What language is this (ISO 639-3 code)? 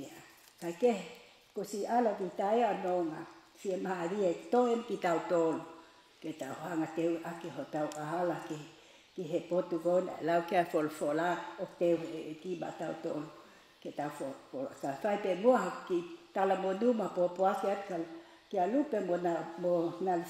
ton